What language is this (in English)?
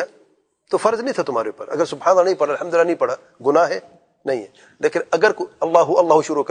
Urdu